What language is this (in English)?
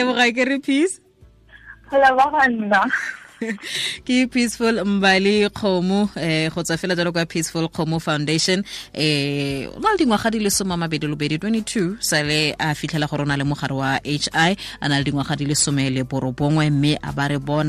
Tswana